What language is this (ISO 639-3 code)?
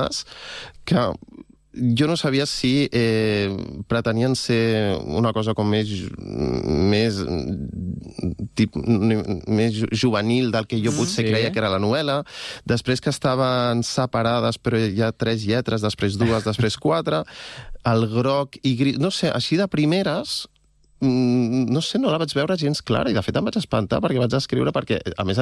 cat